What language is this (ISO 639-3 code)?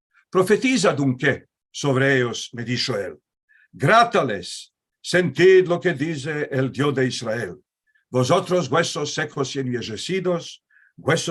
lad